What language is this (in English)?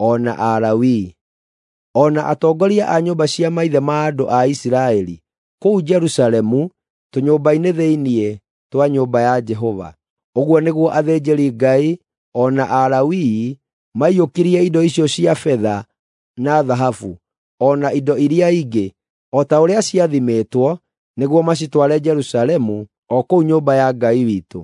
Kikuyu